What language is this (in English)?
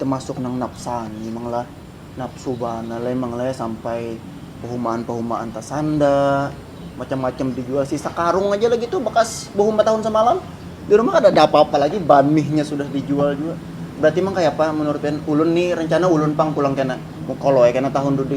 Banjar